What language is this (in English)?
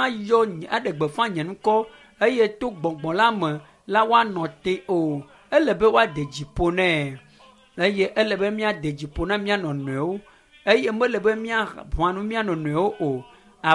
Ewe